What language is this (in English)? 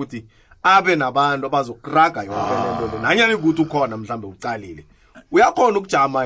South Ndebele